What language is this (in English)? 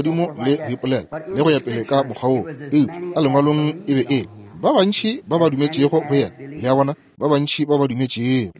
Northern Sotho